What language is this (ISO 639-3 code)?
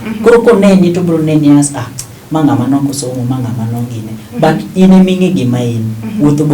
luo